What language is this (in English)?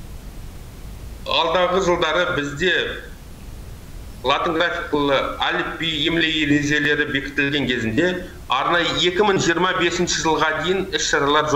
Kazakh